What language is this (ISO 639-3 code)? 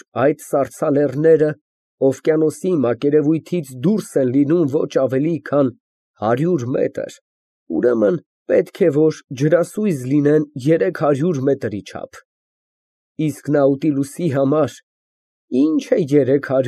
hye